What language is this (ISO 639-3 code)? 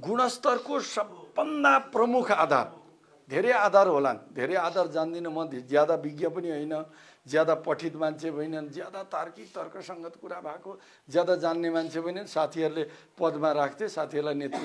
nep